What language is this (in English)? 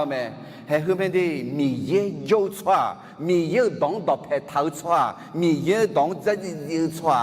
Akha